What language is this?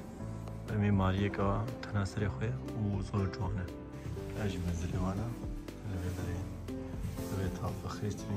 Kurdish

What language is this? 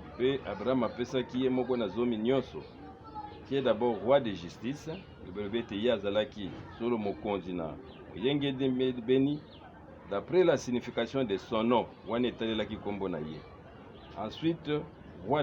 Lingala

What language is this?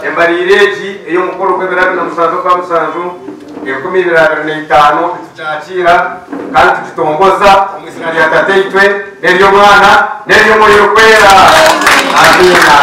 Nyankole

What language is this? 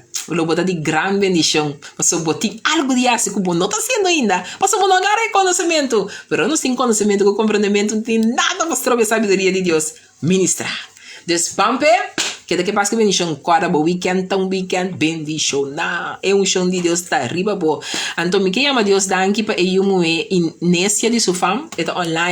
Papiamento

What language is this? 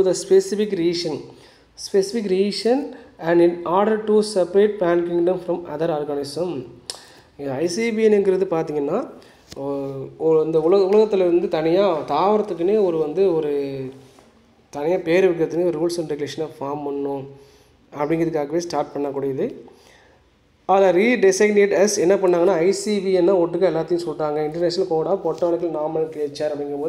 Tamil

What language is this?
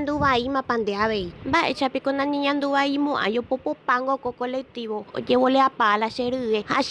Guarani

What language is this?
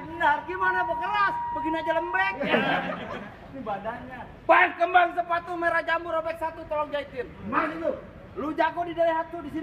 Betawi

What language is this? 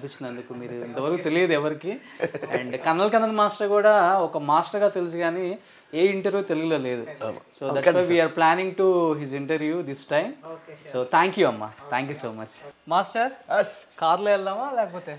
Telugu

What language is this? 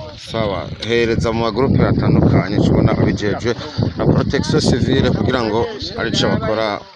Rundi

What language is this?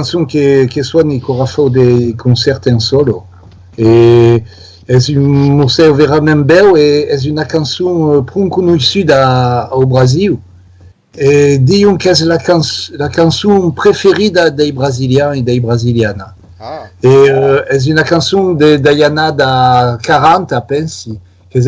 Occitan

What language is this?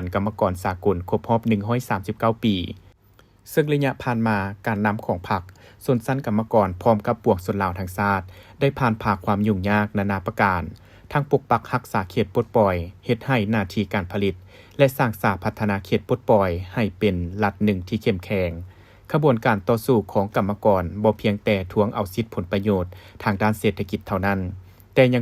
Lao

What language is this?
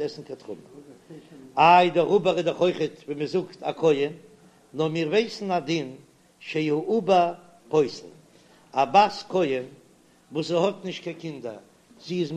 Yiddish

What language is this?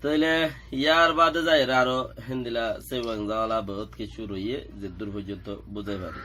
Rohingya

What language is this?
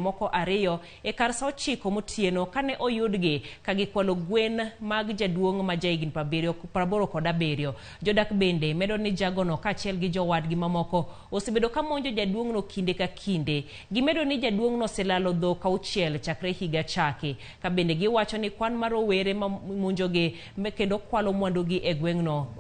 Luo (Kenya and Tanzania)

